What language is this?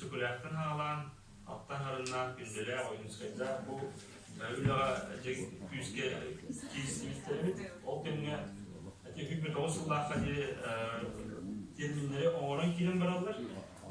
Yakut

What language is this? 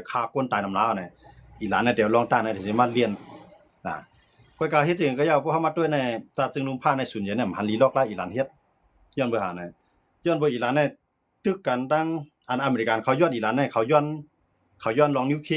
Shan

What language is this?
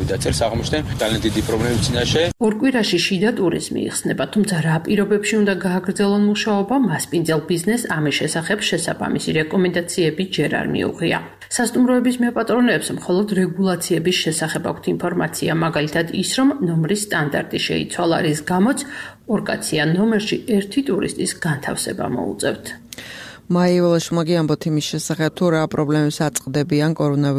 Georgian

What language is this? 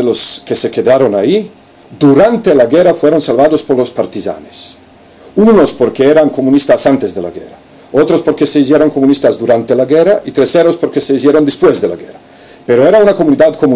Ladino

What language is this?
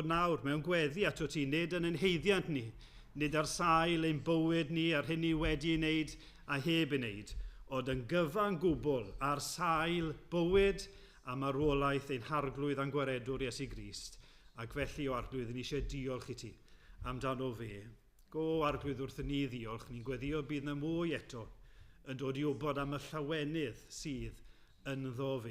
Welsh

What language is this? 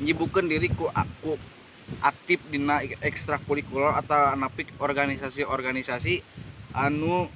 Sundanese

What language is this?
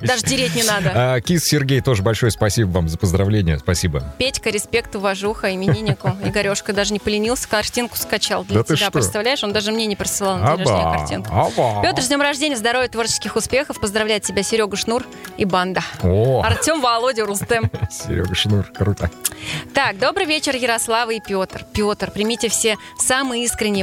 Russian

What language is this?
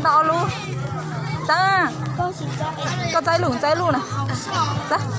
Hmong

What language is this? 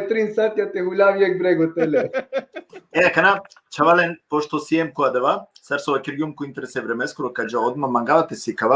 Balkan Romani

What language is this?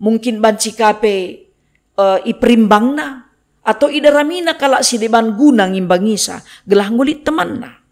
Batak Karo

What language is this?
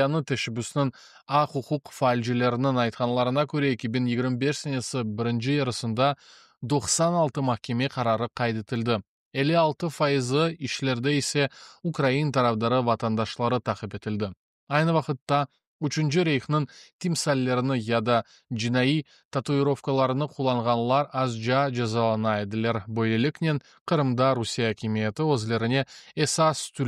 Crimean Tatar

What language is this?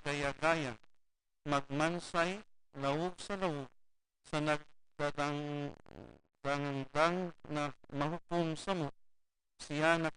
Bikol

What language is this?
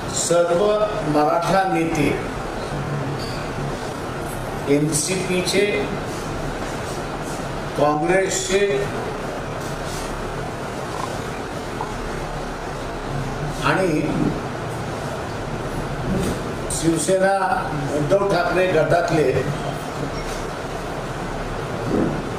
Marathi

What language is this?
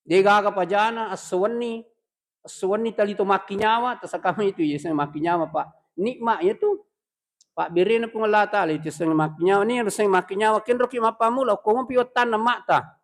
Buginese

